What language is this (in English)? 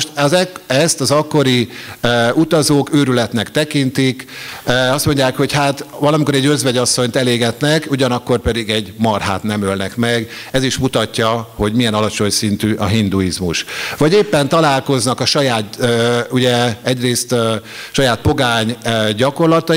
Hungarian